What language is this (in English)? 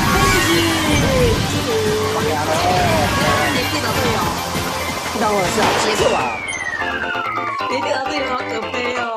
Chinese